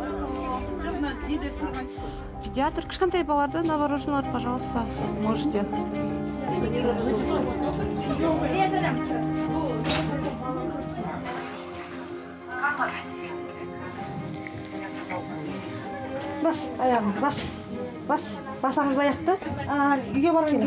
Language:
Kazakh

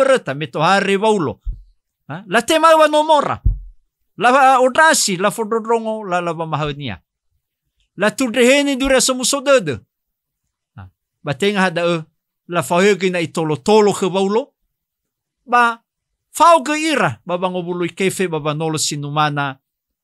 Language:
Nias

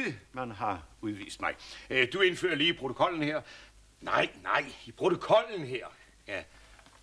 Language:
Danish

